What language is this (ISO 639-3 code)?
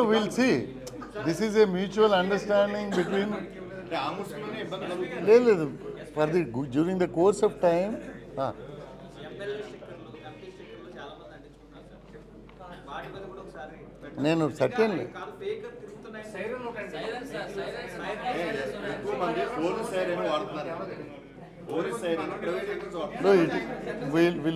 tel